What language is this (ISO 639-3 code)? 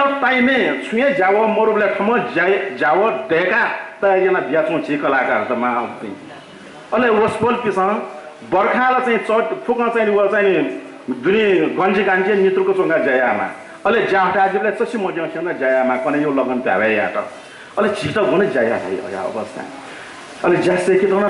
new